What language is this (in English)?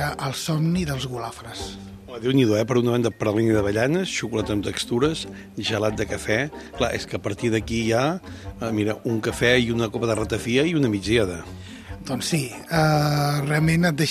Catalan